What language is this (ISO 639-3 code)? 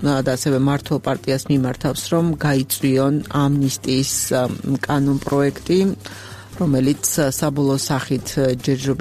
kat